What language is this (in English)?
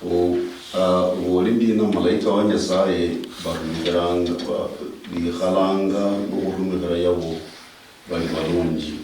Luyia